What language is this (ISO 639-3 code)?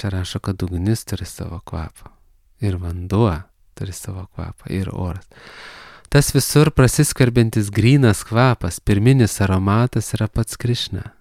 lit